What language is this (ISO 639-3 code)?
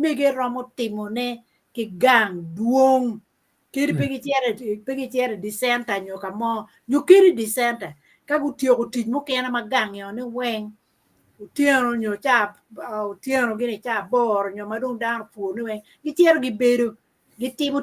ach